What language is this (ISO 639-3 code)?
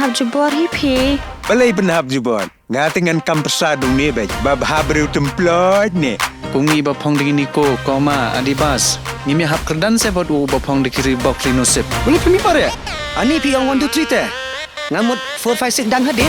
kha